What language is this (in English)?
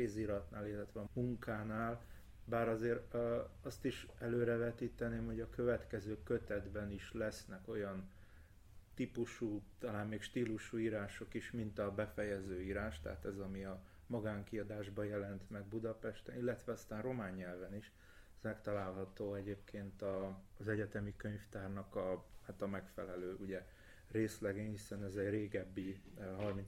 Hungarian